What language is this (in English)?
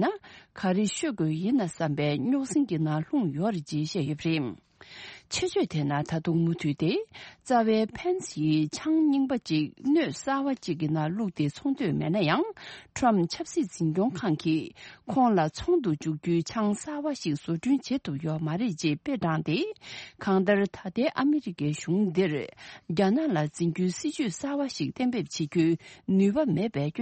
Tibetan